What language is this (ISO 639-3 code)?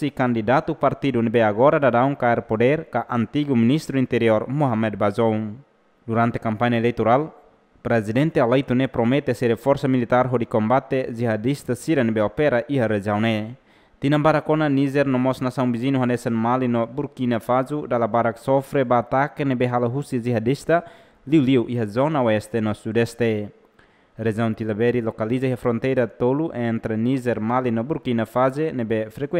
tet